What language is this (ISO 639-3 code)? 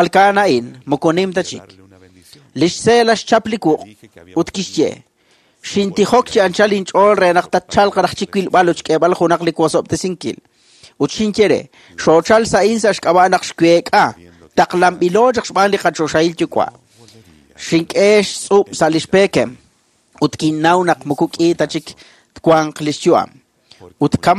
kek